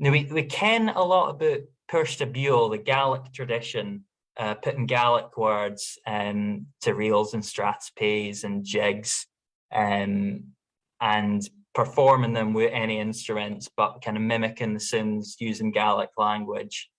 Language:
Scots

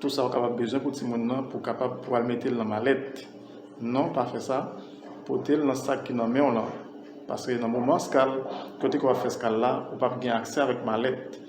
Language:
Haitian Creole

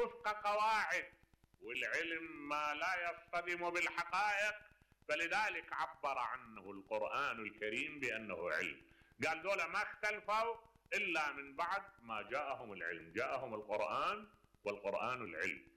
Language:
Mesopotamian Arabic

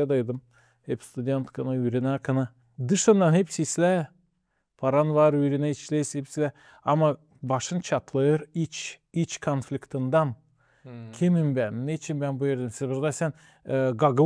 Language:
Gagauz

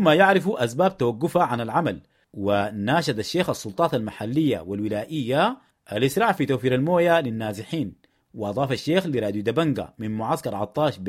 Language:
Sudanese Arabic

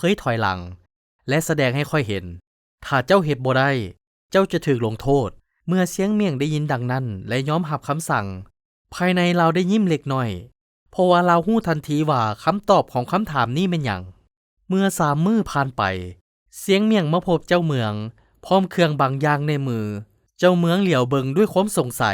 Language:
Lao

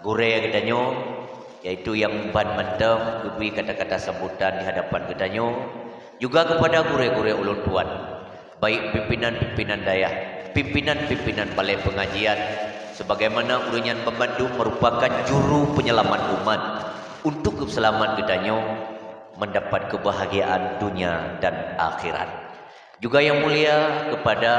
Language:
Achinese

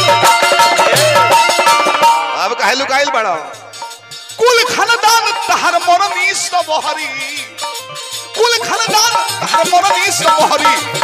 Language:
Bhojpuri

